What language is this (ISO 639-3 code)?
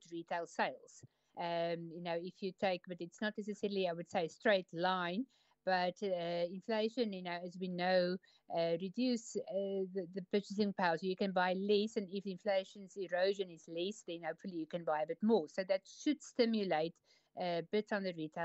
eng